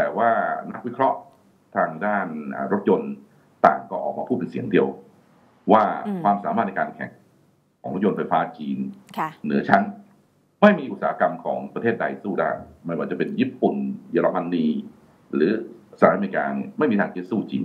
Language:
Thai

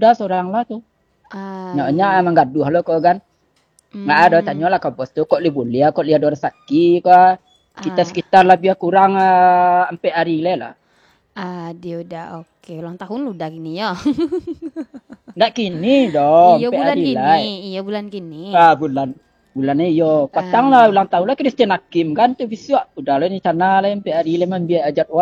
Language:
Minangkabau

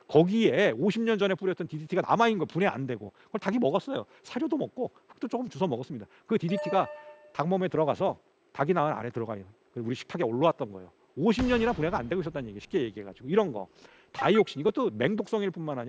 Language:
Korean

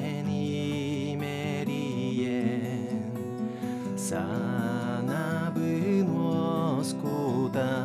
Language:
Yakut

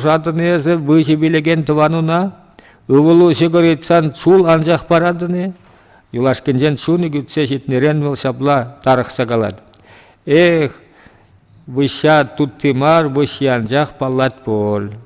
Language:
Chuvash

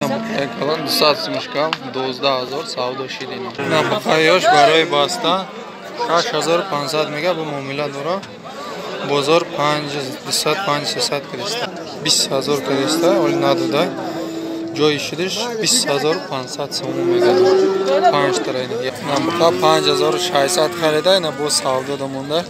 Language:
Tajik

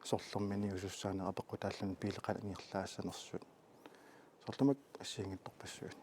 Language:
Kalaallisut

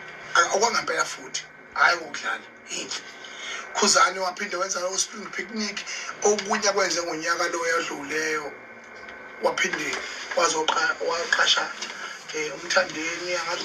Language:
Zulu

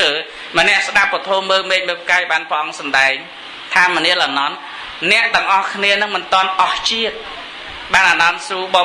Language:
Khmer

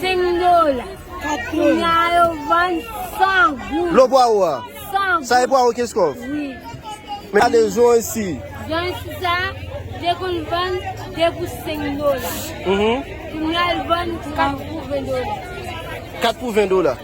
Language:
Haitian Creole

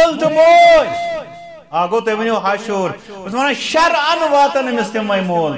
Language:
Kashmiri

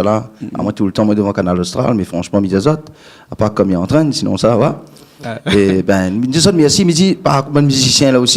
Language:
Réunion Creole French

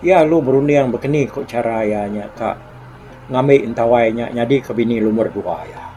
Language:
Iban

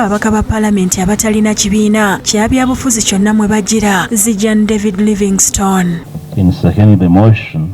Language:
Ganda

